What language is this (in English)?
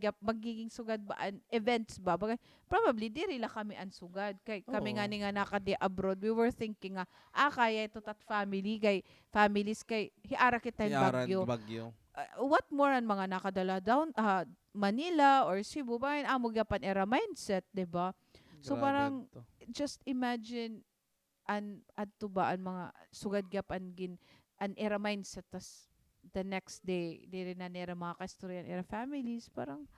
Waray